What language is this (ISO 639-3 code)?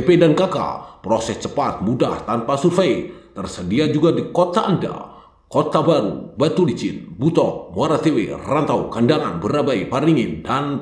bjn